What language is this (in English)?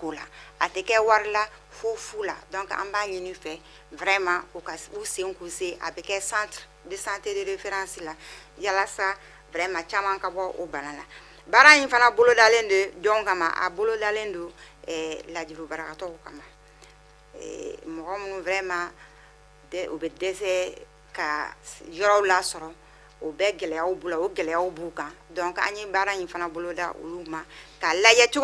Bambara